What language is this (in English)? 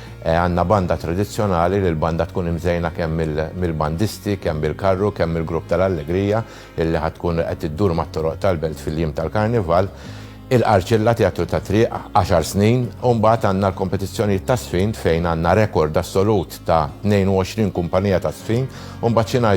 Maltese